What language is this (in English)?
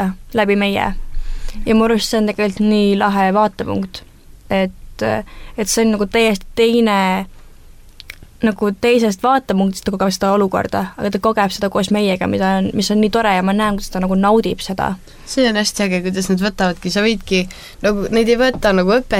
Estonian